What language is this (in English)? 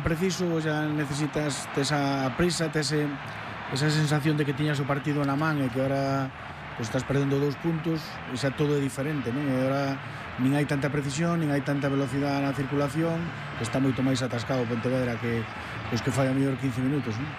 Galician